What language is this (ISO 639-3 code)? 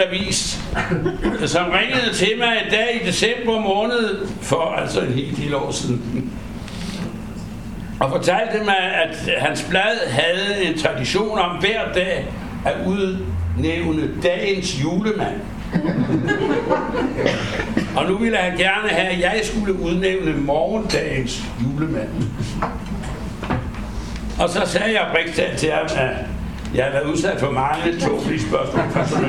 dan